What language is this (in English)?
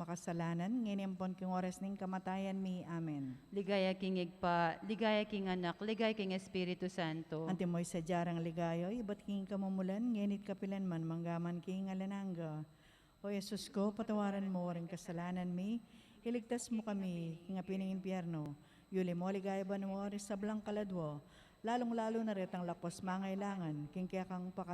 Pampanga